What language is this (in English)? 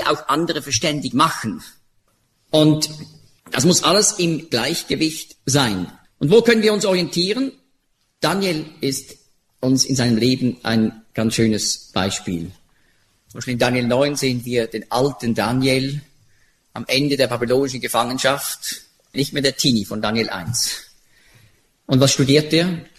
German